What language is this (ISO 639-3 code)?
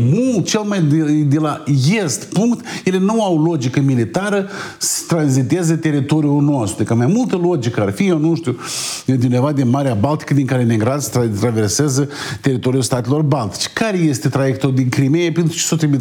ron